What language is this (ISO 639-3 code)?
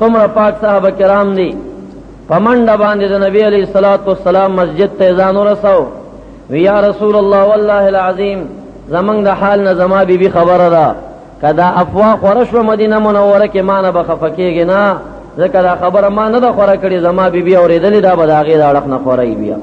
pus